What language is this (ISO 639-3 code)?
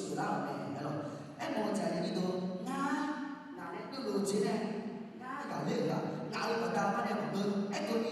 ahk